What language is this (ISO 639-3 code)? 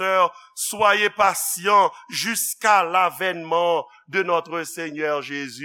hat